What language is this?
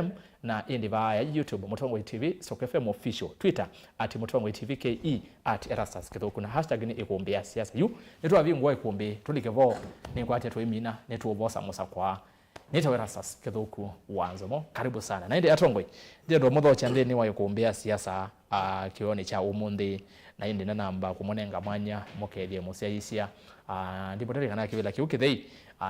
Kamba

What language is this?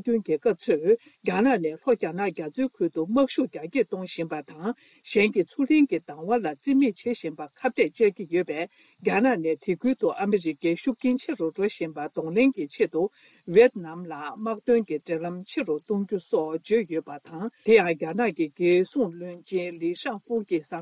Tibetan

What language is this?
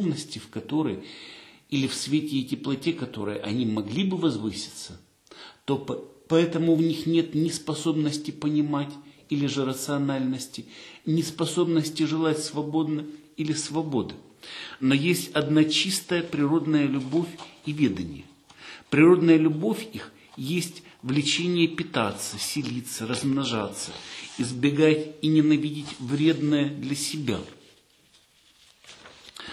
Russian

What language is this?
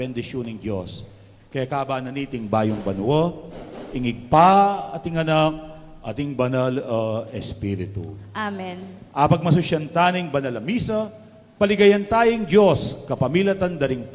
Pampanga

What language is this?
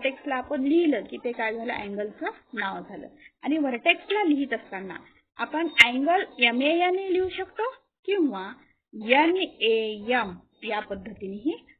Marathi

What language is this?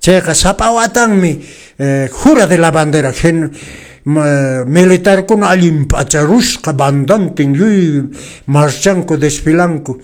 Quechua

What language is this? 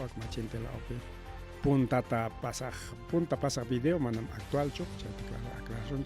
Ayacucho Quechua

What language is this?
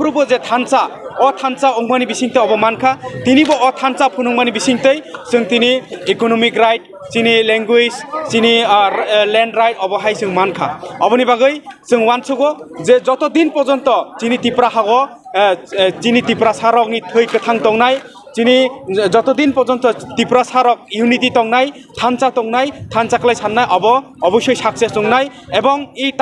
Kok Borok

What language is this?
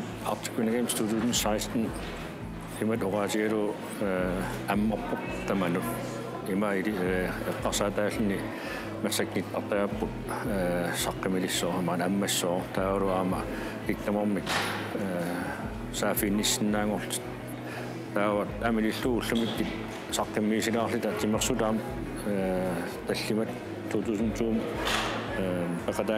Kalaallisut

